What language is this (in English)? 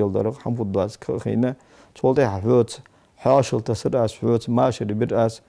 Ingush